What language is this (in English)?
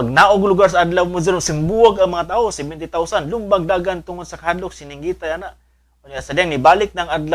Cebuano